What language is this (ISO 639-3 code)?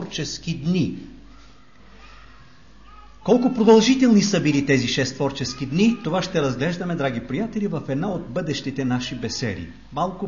bul